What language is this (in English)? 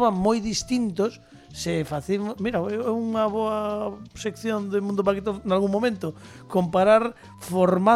Galician